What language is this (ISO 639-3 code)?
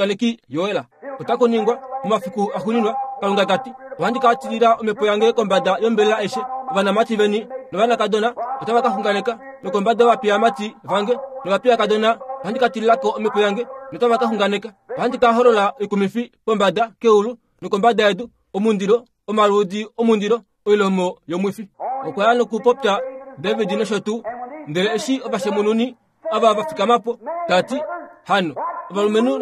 kua